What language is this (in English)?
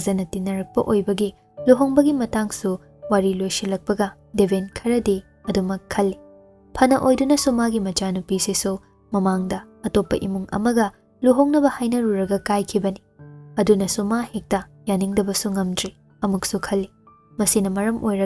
Manipuri